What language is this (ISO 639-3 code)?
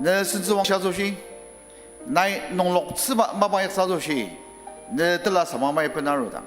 njo